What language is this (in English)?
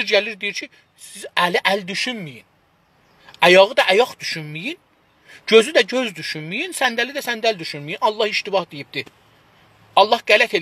South Azerbaijani